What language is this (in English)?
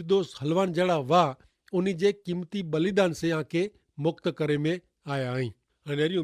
Kachhi